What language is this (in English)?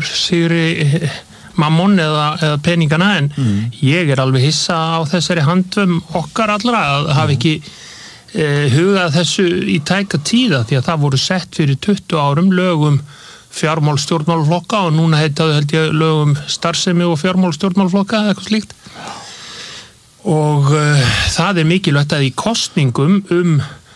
Icelandic